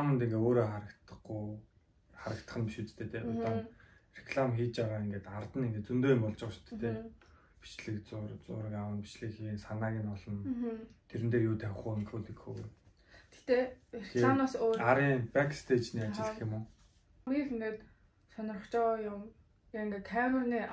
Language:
Mongolian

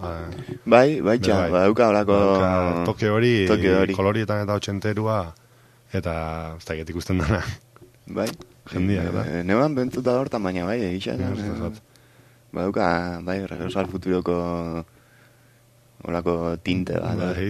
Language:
Basque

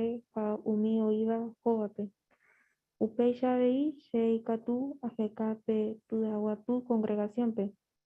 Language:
Guarani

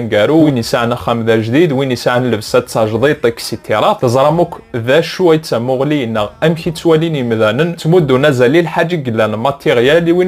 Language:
Kabyle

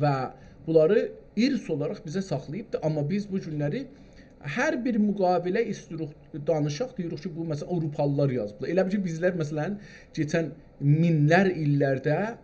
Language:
South Azerbaijani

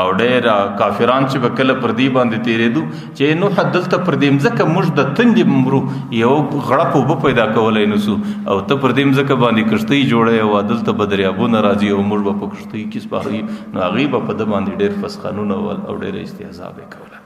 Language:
Pashto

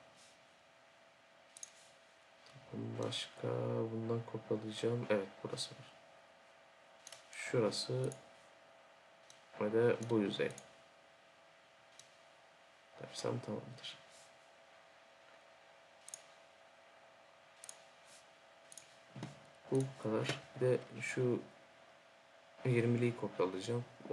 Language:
Turkish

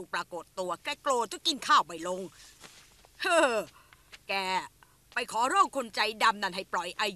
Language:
Thai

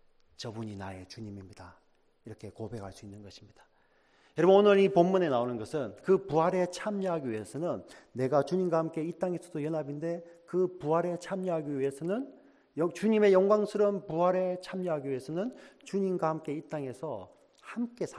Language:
Korean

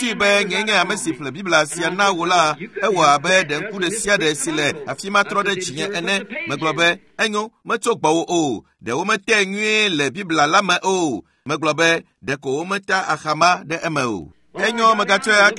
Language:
Ewe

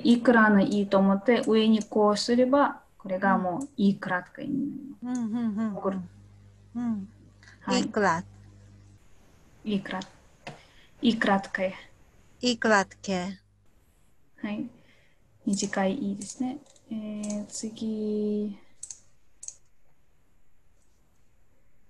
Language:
Japanese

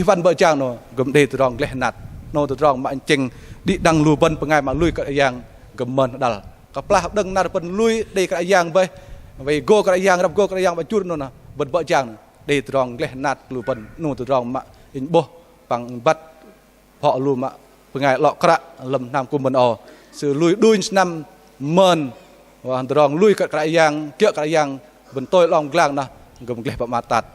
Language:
Bahnar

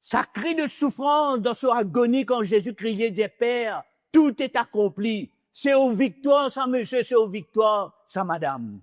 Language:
Morisyen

